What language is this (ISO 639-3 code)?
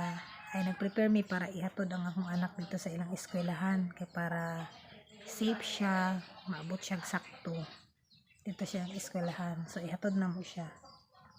ceb